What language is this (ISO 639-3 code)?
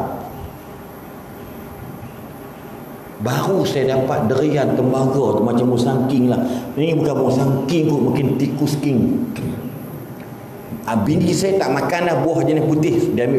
msa